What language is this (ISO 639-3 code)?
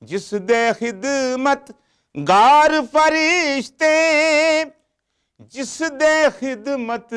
lah